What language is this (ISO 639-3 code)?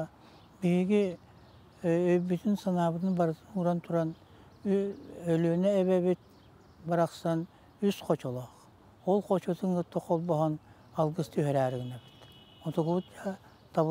sah